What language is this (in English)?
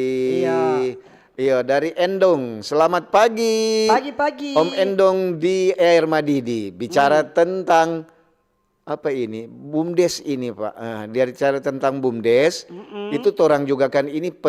Manado Malay